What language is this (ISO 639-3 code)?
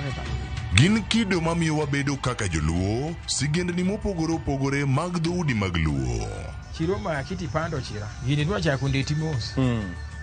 luo